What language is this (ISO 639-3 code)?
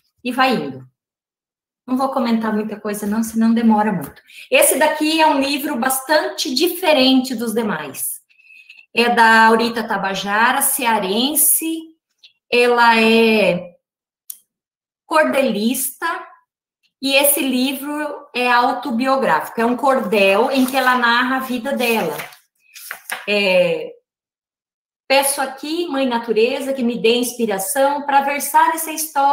por